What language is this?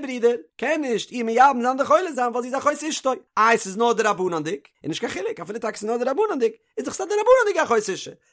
Yiddish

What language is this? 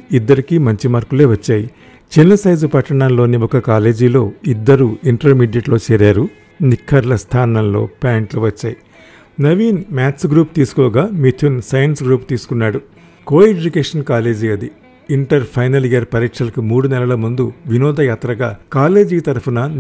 Telugu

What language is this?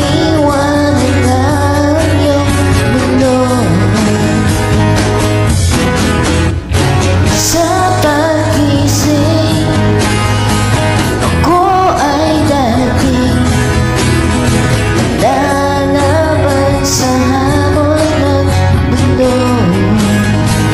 Filipino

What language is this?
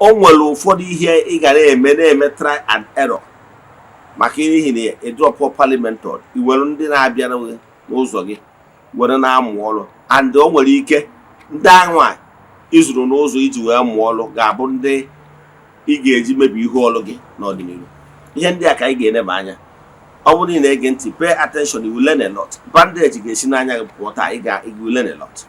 Igbo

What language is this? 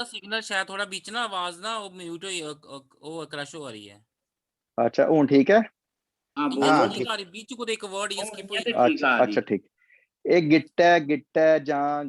Dogri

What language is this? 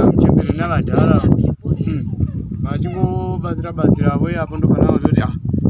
Shona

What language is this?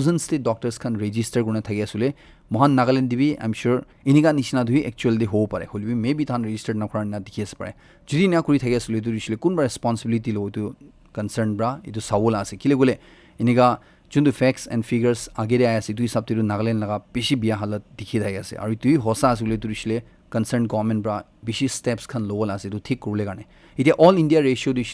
Naga Pidgin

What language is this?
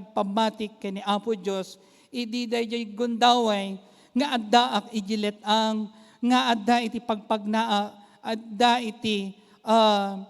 Iloko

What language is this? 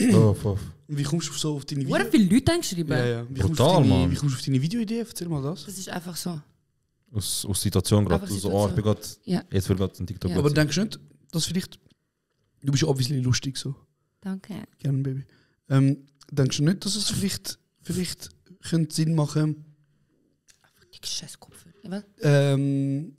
Swiss German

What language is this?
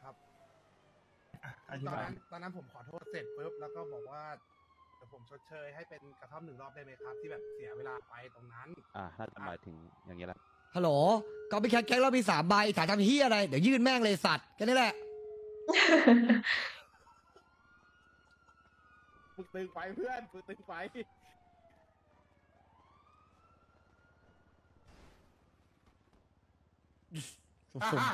Thai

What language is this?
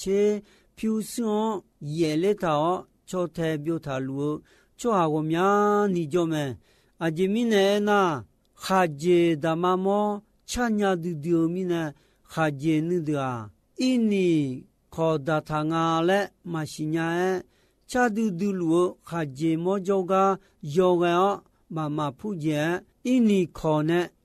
Akha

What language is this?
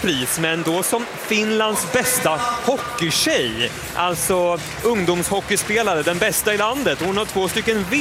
Swedish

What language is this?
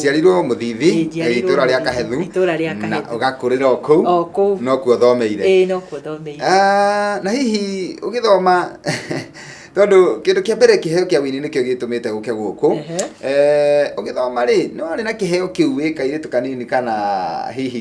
Kikuyu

